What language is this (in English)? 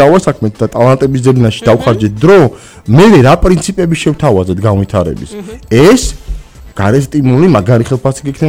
Georgian